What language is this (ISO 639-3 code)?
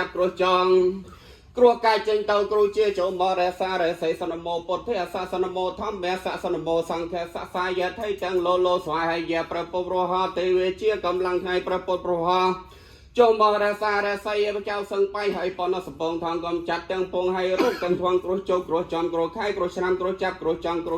khm